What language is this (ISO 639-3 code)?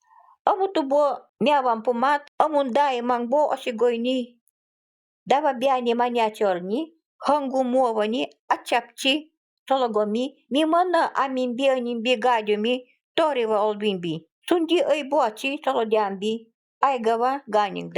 gld